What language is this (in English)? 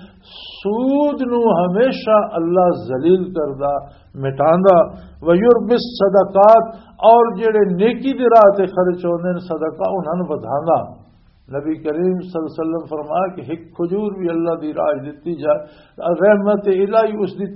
Western Panjabi